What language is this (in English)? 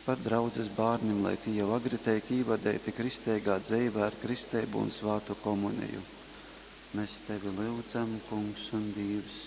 Latgalian